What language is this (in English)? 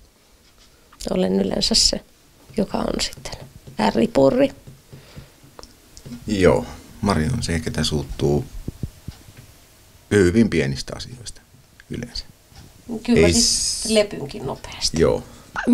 Finnish